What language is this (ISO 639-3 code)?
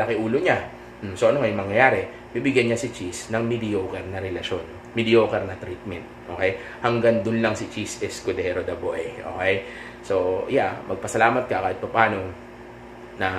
fil